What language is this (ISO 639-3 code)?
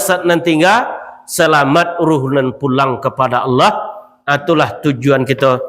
min